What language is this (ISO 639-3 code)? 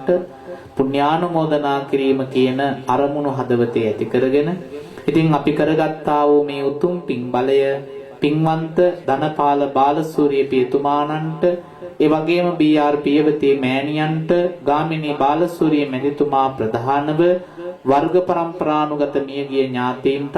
sin